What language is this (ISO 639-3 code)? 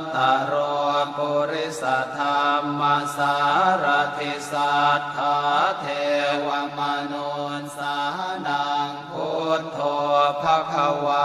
pli